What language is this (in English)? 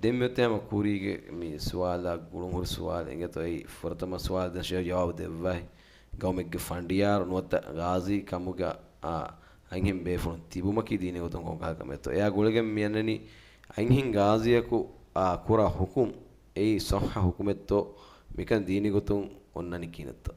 Divehi